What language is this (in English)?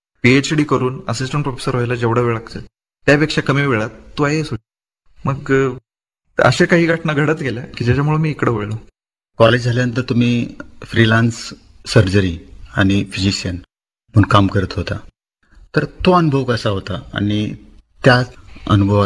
Marathi